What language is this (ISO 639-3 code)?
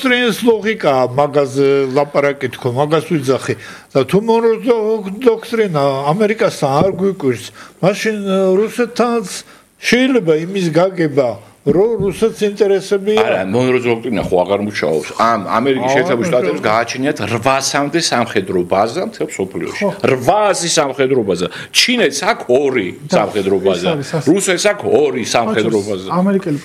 kat